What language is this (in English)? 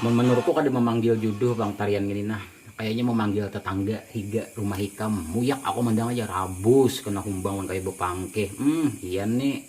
Banjar